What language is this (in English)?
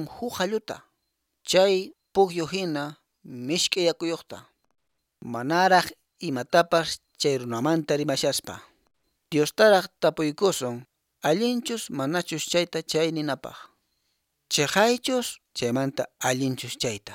Quechua